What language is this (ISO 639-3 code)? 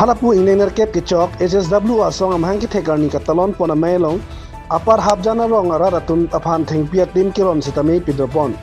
mjw